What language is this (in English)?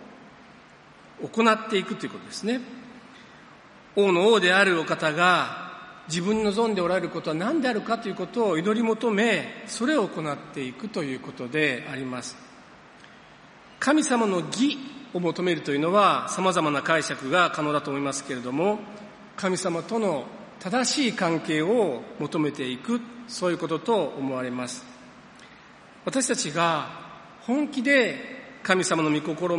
Japanese